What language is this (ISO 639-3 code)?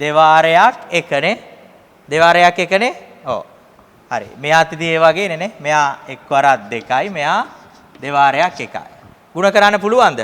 sin